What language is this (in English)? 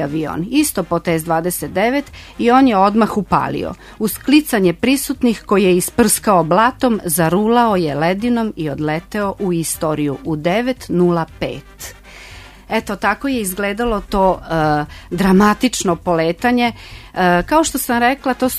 Serbian